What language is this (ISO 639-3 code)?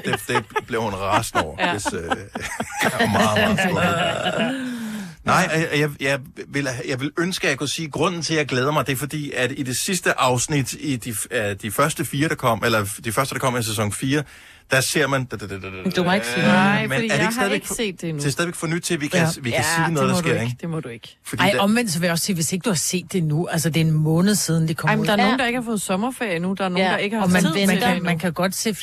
dan